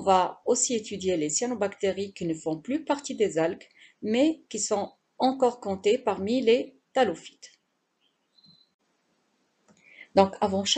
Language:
French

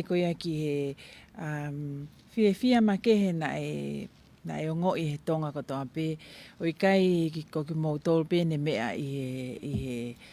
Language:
Tongan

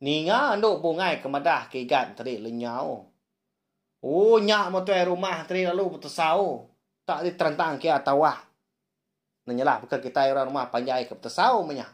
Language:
Iban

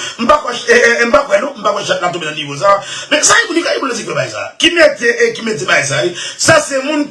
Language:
Haitian Creole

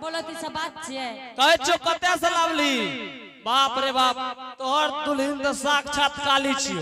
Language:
Angika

